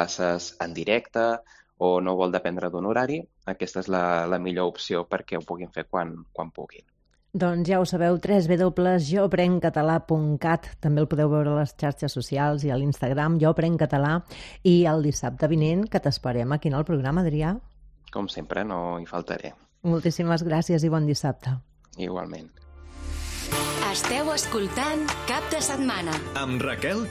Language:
Catalan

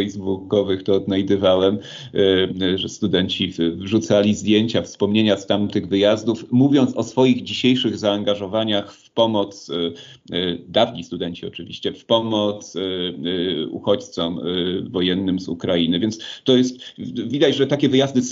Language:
Polish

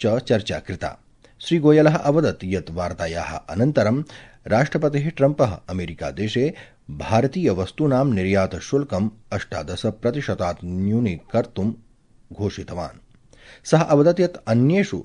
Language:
Sanskrit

